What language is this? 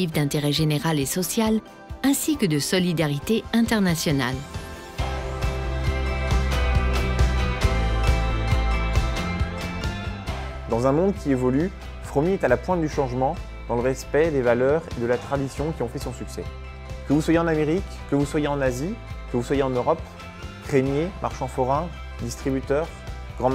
French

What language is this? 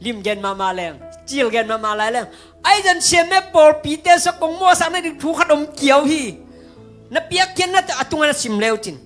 Tedim Chin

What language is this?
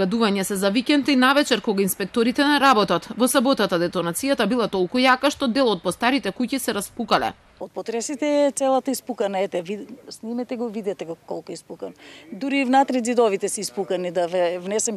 Macedonian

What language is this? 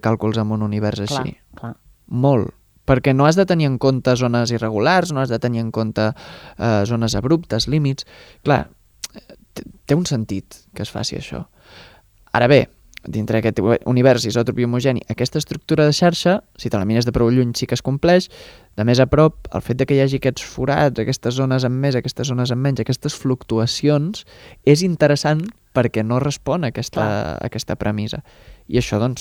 Catalan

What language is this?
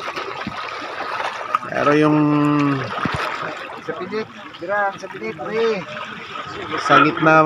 Filipino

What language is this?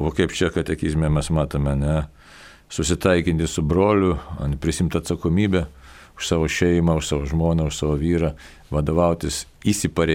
Lithuanian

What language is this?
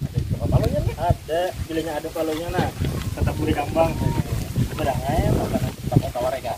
Banjar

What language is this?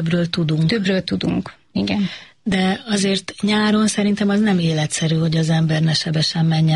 Hungarian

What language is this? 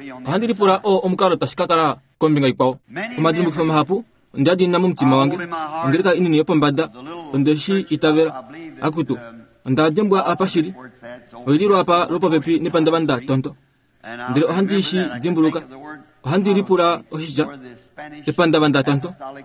Kuanyama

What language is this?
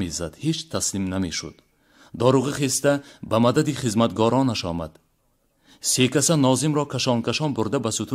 Tajik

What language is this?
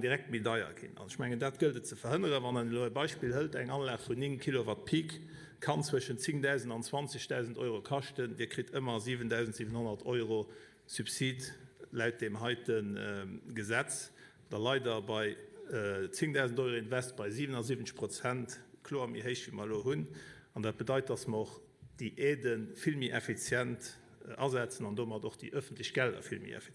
Luxembourgish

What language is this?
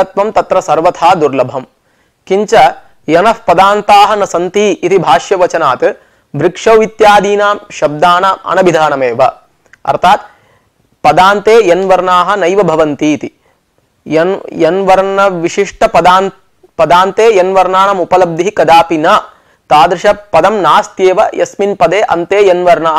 Sanskrit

